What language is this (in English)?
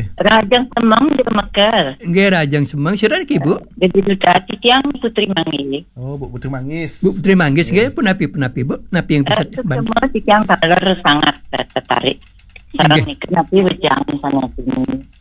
Balinese